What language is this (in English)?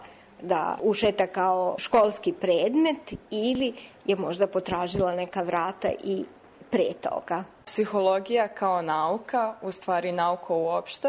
Serbian